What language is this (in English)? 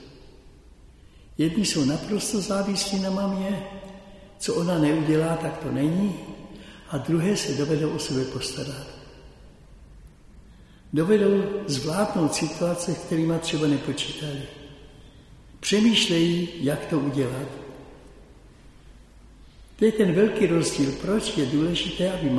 Czech